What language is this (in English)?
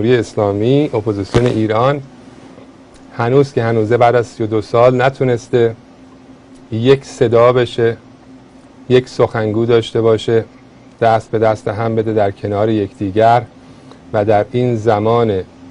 Persian